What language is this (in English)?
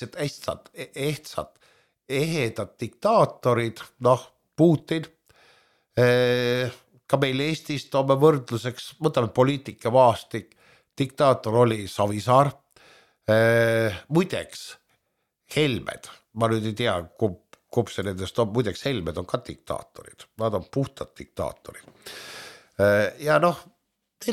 Estonian